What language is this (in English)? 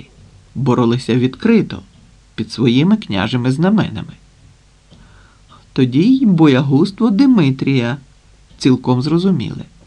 Ukrainian